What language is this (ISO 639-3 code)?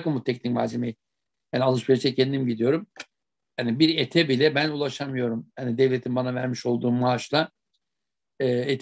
tur